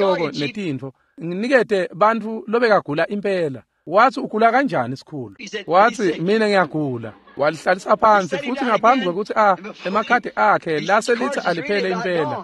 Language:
Swati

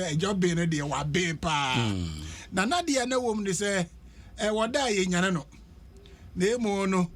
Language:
Akan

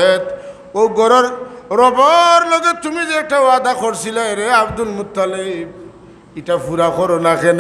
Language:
Sylheti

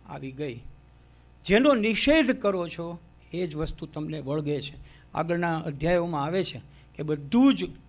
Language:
Gujarati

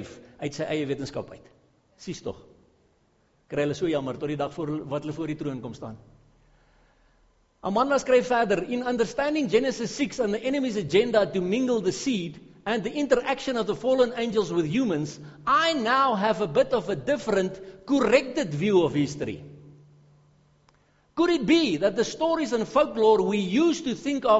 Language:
Afrikaans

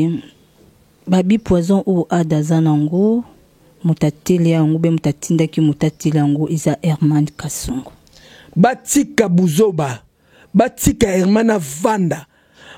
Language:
Lingala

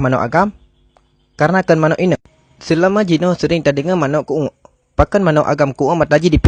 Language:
Achinese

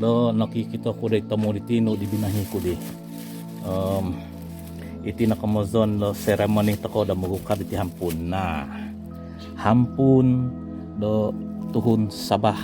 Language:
Central Dusun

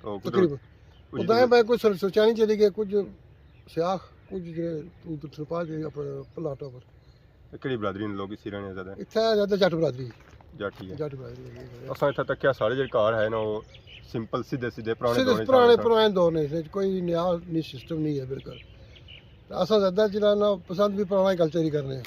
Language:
Pahari-Potwari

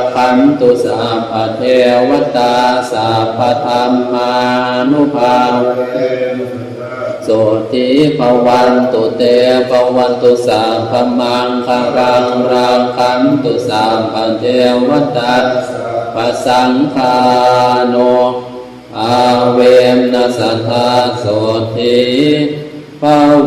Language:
Pali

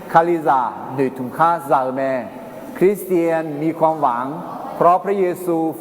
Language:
Akha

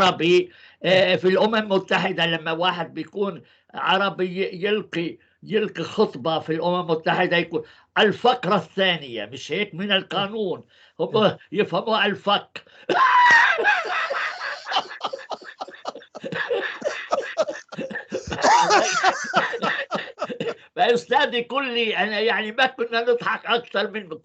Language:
North Levantine Arabic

